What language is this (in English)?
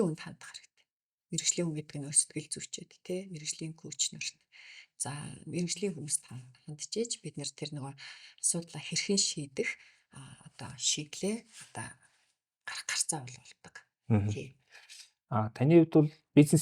Mongolian